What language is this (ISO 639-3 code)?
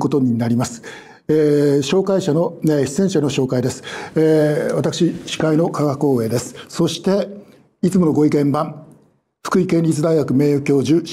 jpn